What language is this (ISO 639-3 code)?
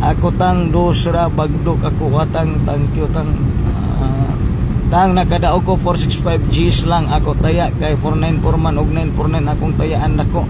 ceb